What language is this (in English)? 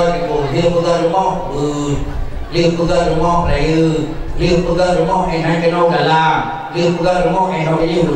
Achinese